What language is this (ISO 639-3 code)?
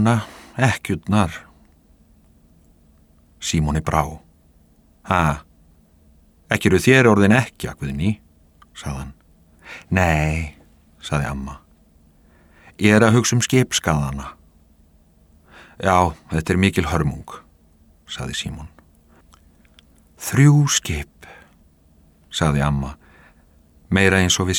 isl